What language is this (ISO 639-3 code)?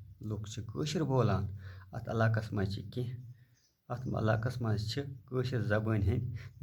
kas